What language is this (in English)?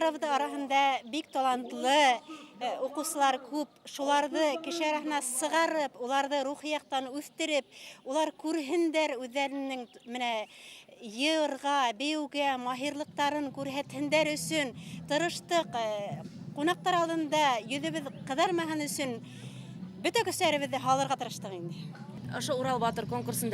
Bashkir